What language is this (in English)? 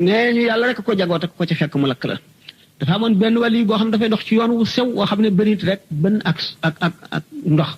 Wolof